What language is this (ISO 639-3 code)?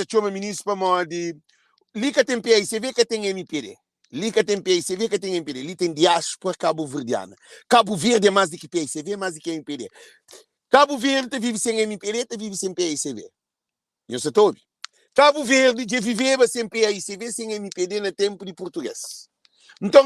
kea